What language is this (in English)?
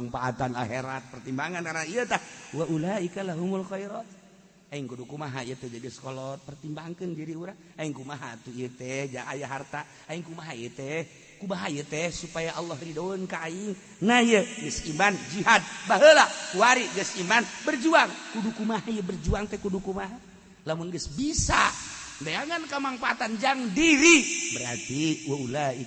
Sundanese